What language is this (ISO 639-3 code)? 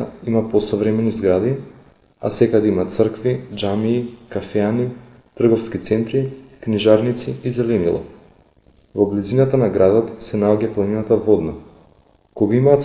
mkd